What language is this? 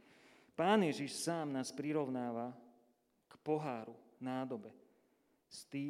Slovak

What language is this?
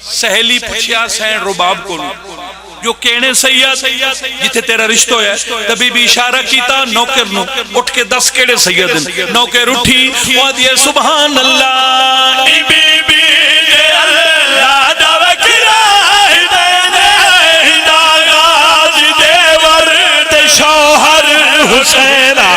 Pahari-Potwari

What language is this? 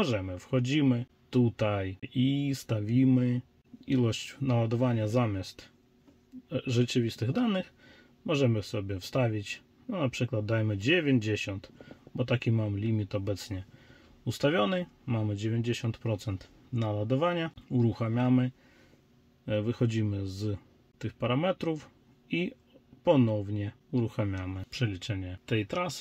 Polish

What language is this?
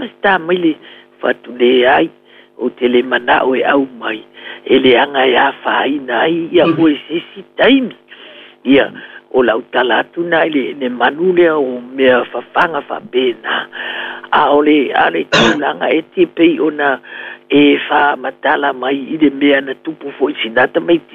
Samoan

